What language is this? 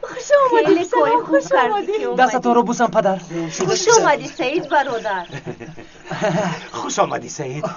Tajik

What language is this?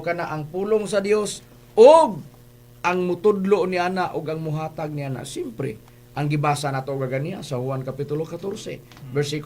Cebuano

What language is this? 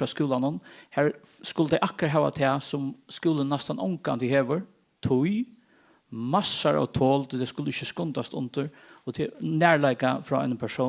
Faroese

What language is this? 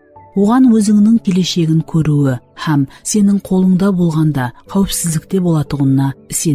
Kara-Kalpak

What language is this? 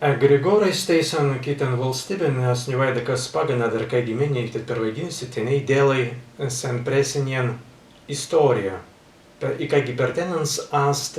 Prussian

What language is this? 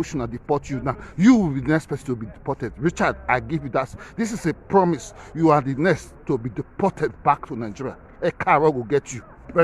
Nigerian Pidgin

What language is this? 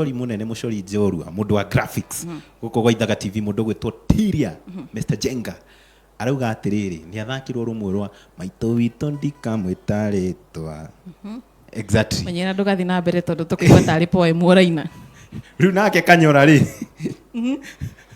Kikuyu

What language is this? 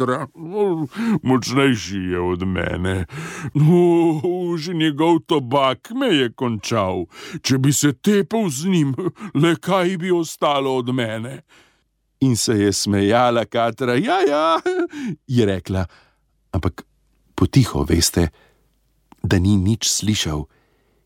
Slovenian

